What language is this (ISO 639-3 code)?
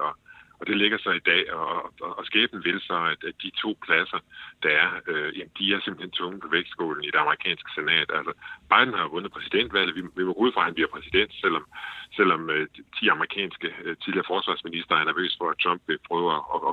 dan